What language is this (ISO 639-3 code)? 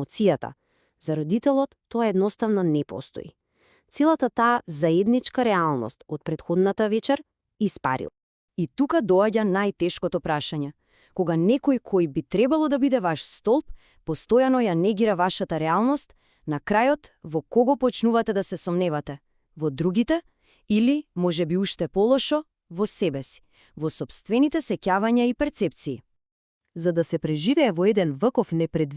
mkd